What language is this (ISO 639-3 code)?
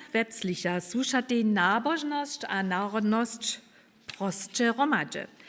hsb